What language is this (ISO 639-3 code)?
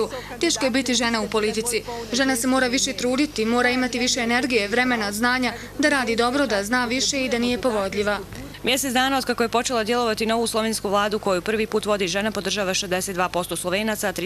bos